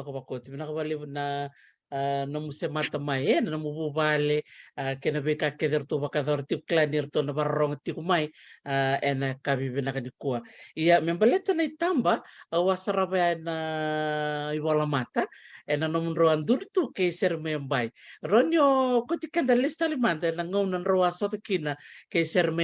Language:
Fijian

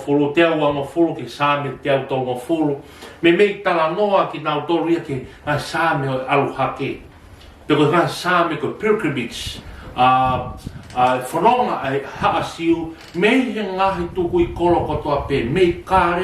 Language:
Tongan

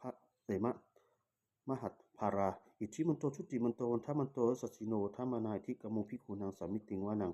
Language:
Pali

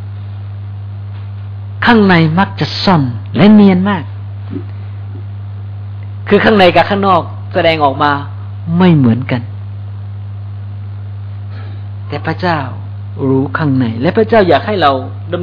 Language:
Thai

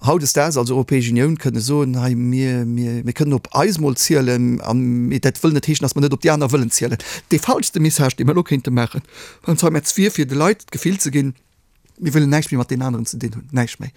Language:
Luxembourgish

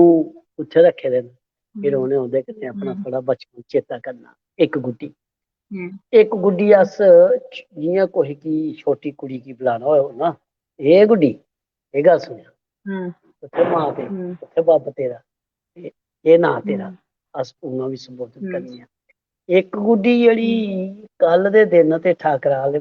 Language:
Dogri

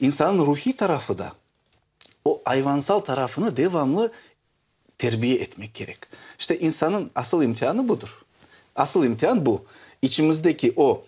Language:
Crimean Tatar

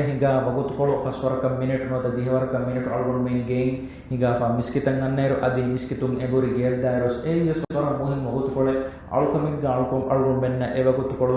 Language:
Divehi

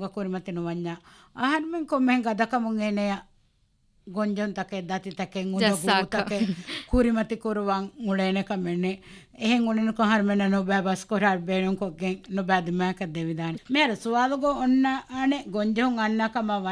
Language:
Divehi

